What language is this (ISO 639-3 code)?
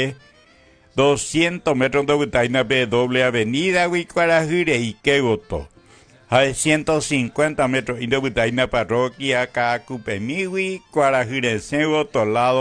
grn